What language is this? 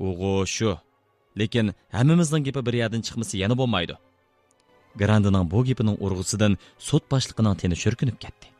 Uyghur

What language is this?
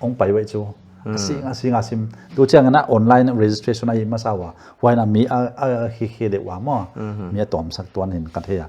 Paite Chin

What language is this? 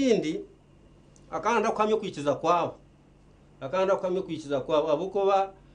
Nyankole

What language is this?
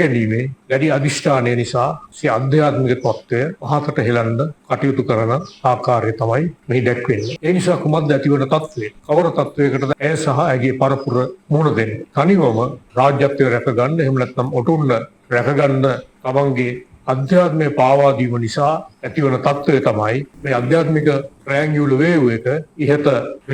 Sinhala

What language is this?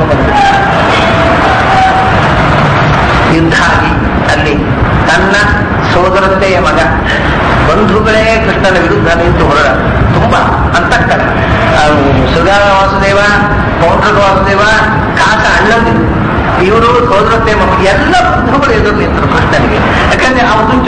Kannada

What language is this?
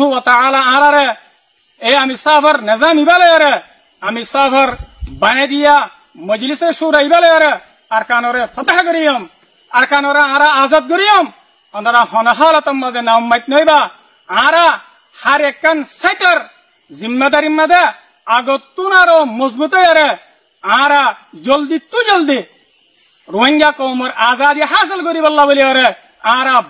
Rohingya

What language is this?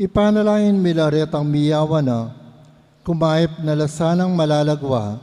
Pampanga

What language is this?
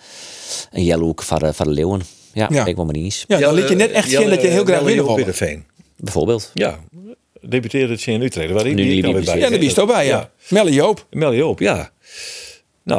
Western Frisian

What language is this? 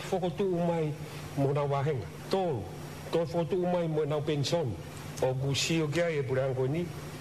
Tongan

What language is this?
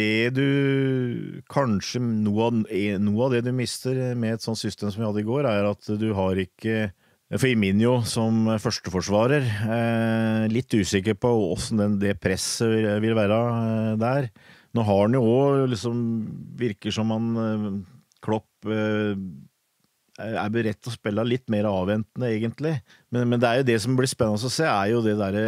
Norwegian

